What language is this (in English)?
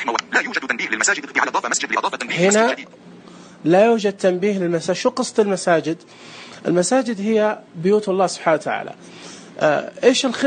Najdi Arabic